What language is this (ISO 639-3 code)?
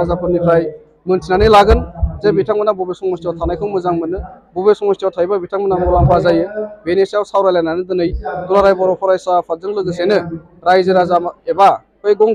brx